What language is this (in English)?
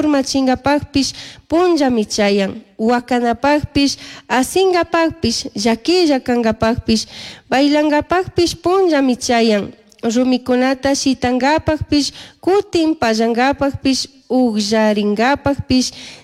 Chimborazo Highland Quichua